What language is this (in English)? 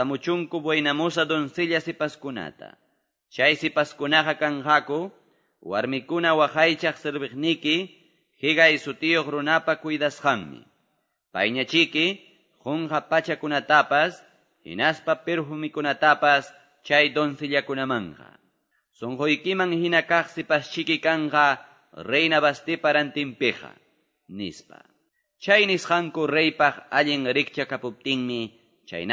Quechua